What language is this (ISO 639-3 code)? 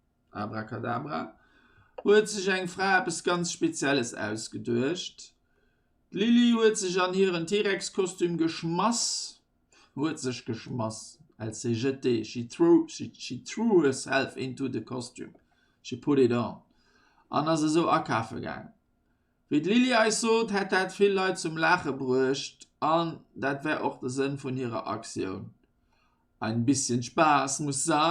ltz